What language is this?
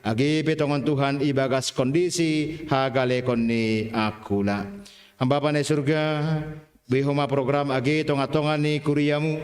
Batak Simalungun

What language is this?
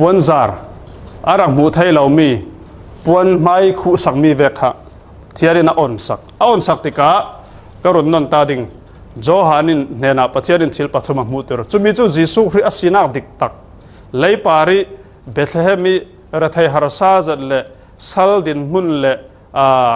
Falam Chin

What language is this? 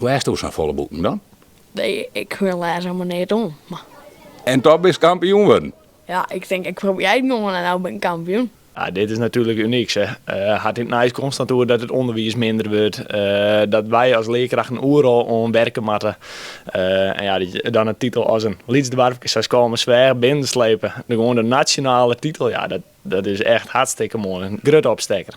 Western Frisian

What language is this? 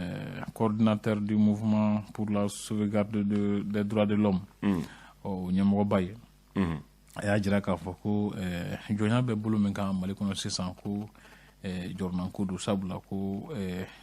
Bambara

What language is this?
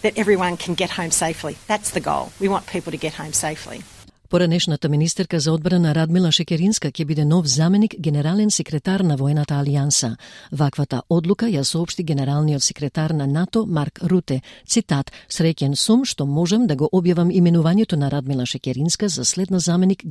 Macedonian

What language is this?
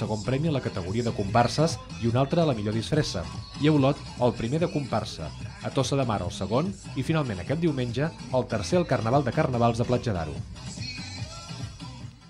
Catalan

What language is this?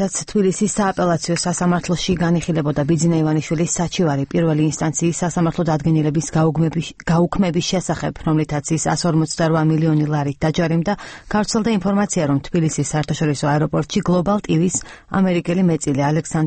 Georgian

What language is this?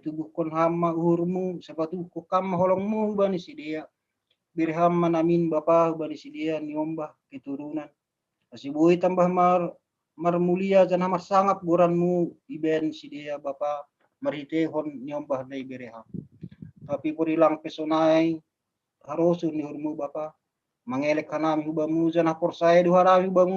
Batak Simalungun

